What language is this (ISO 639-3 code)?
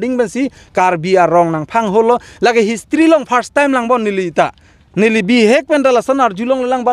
mjw